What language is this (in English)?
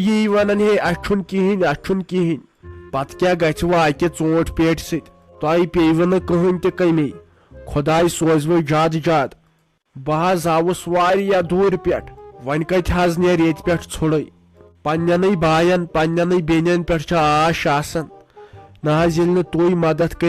Kashmiri